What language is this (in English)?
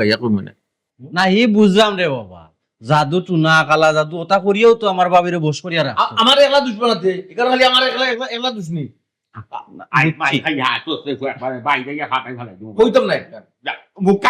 Sylheti